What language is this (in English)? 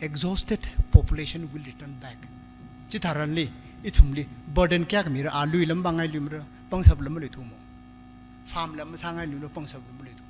Tangkhul Naga (India)